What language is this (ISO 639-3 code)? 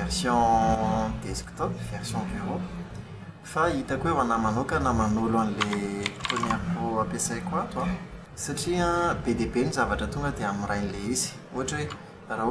mlg